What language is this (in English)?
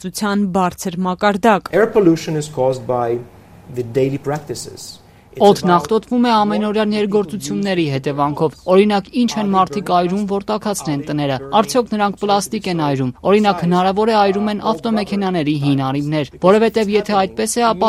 Armenian